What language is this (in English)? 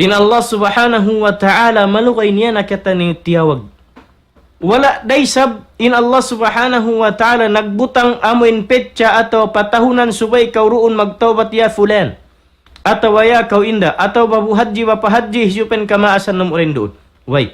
Tausug